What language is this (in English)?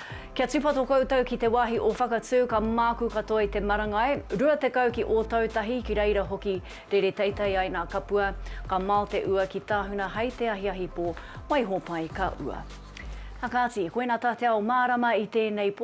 Māori